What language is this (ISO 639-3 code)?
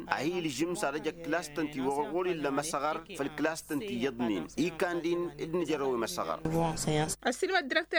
taq